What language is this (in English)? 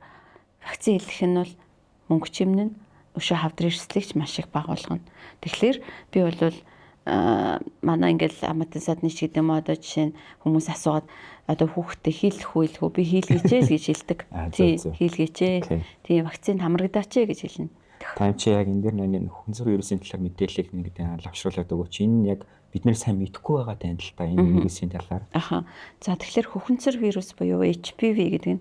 Mongolian